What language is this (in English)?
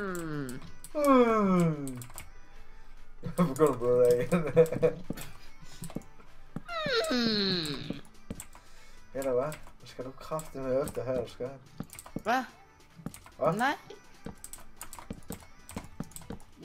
Danish